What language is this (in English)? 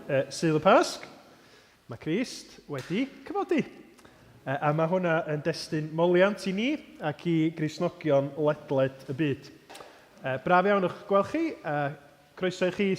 Welsh